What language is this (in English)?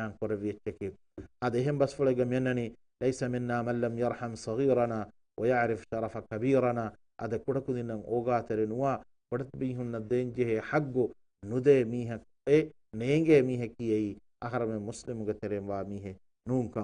Divehi